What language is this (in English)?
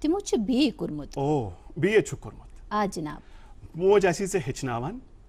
Kashmiri